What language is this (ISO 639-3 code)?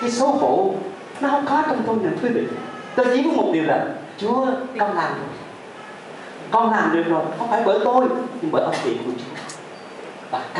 vie